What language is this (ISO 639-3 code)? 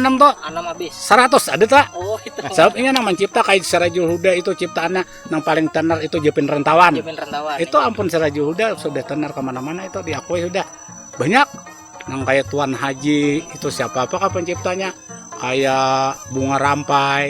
bjn